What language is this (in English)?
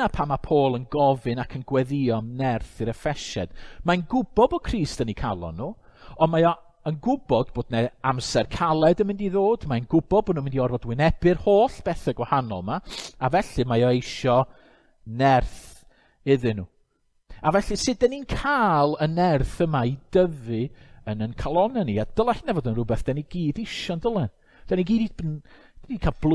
Welsh